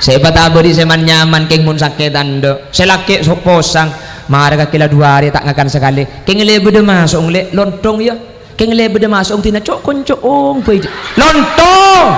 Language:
Madurese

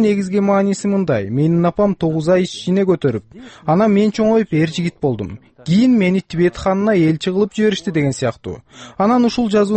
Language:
Kyrgyz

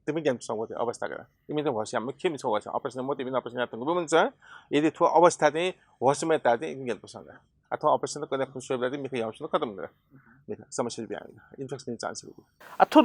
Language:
Newari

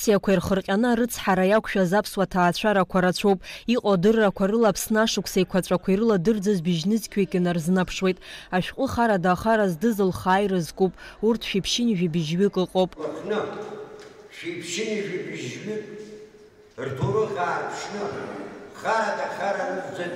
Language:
Abkhazian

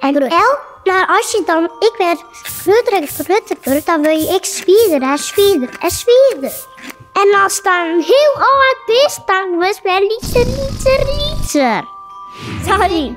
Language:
Western Frisian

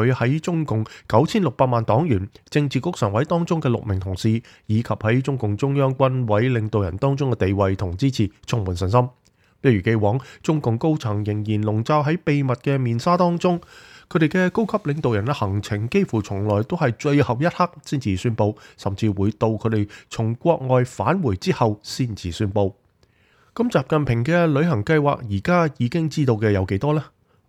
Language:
Cantonese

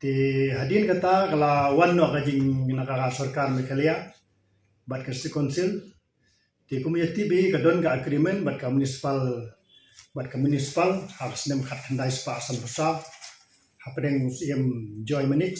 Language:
Khasi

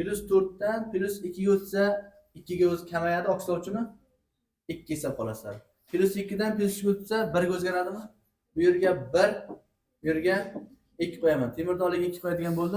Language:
Uzbek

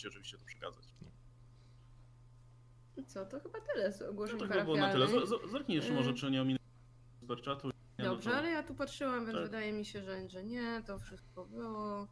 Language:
Polish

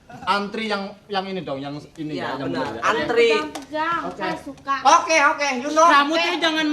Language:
Betawi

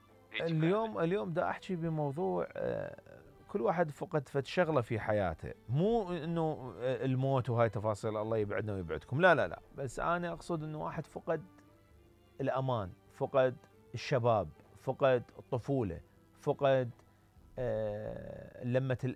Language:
Mesopotamian Arabic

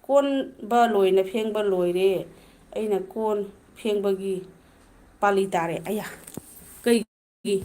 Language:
Manipuri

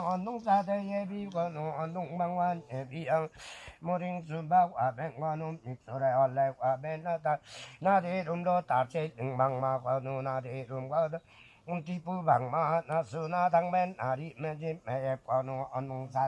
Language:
Limbu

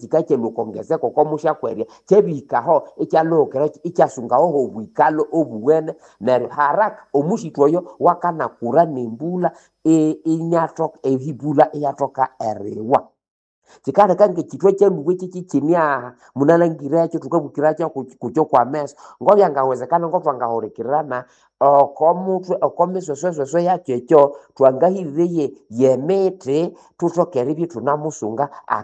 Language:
Nande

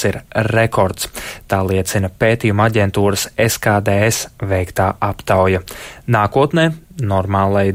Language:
Latvian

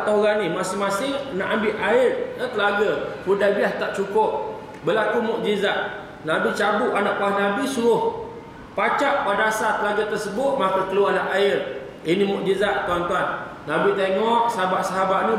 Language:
Malay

